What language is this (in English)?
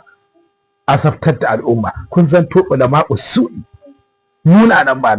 Hausa